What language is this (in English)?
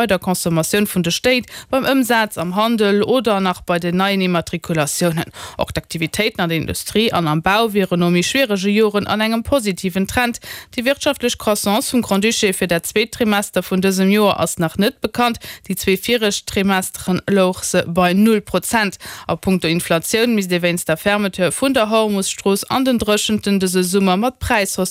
Luxembourgish